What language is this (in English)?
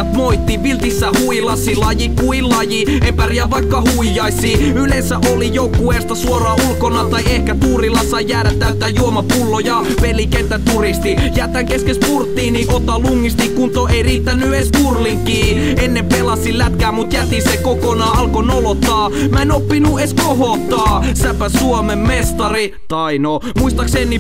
Finnish